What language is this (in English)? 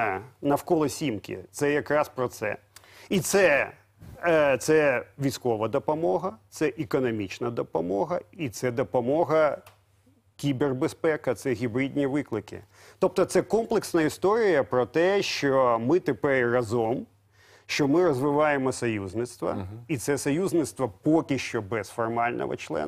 Ukrainian